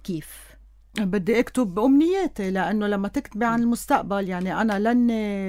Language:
North Levantine Arabic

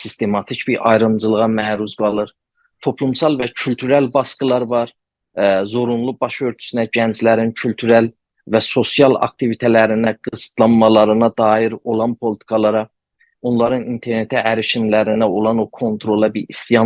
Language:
South Azerbaijani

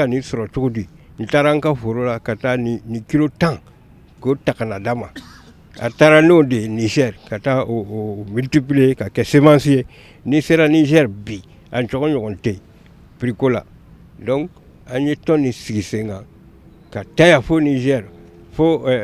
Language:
Bambara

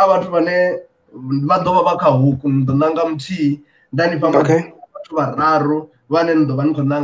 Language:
Venda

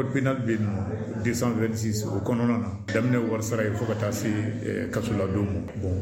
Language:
Bambara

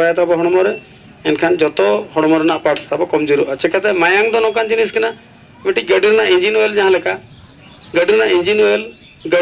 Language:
Santali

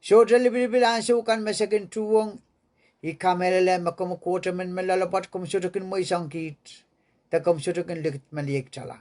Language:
Pohnpeian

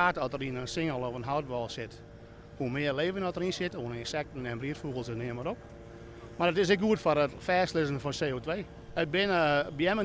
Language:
Western Frisian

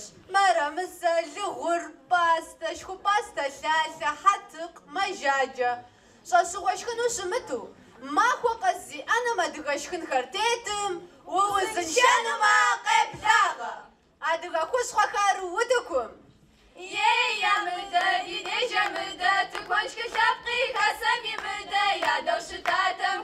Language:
Kabardian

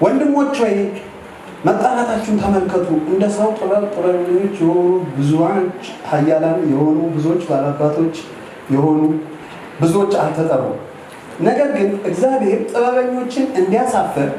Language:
Amharic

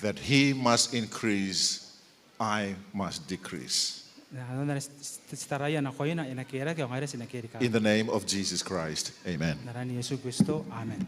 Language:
Gilbertese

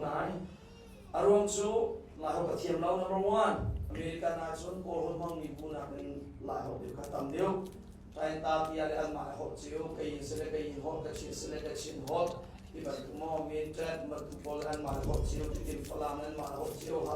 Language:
Hakha Chin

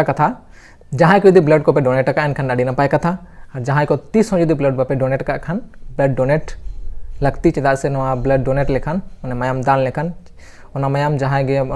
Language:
Santali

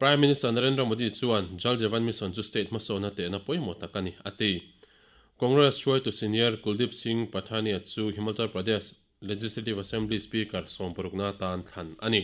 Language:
Mizo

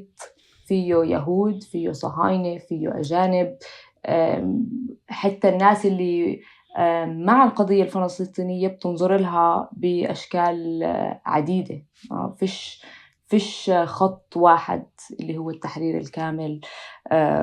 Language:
North Levantine Arabic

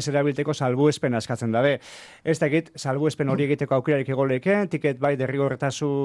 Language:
Basque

